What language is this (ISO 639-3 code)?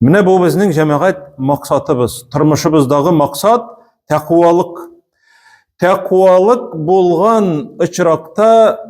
tat